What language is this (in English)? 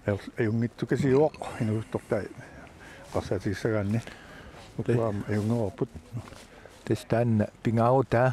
Kalaallisut